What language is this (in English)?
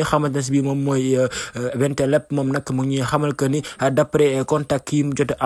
Wolof